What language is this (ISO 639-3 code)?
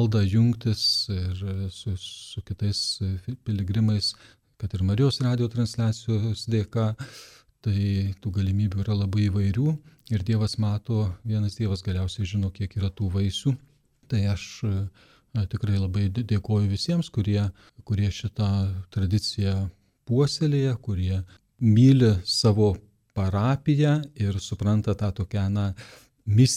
lit